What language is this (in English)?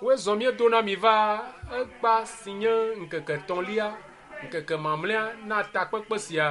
Ewe